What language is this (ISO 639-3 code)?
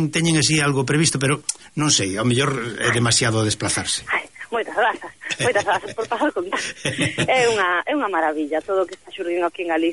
glg